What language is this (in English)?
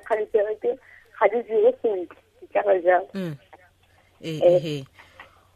Tswana